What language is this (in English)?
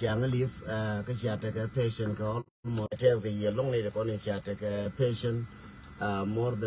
Nuer